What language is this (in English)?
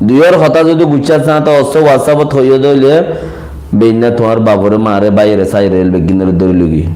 Rohingya